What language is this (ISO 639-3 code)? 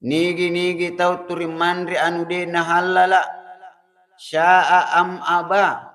bug